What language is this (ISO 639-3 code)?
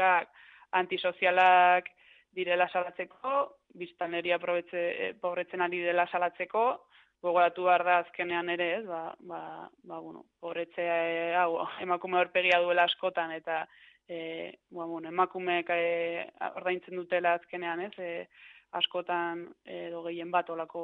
eus